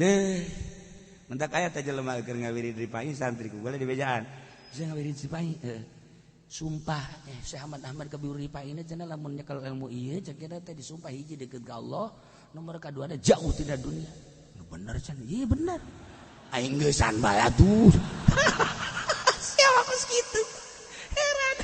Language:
Sundanese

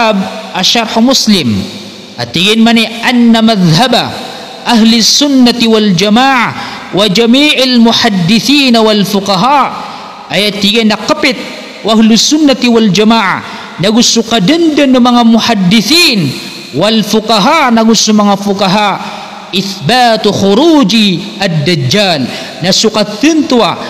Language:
Maranao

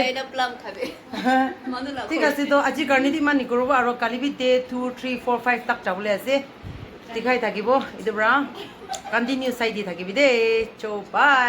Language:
Naga Pidgin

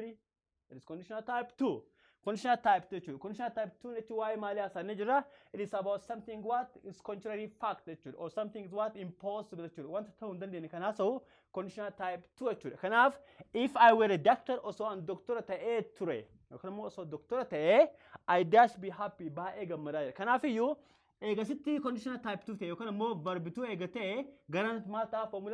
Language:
Oromo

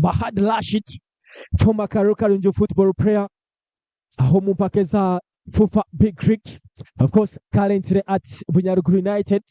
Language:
Nyankole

